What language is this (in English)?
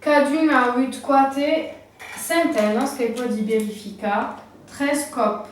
Occitan